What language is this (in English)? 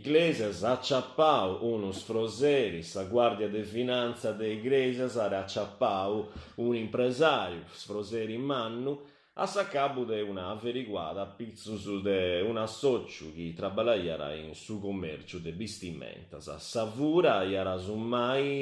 Sardinian